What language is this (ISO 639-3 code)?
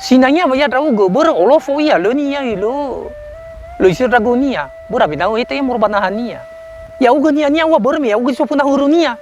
nia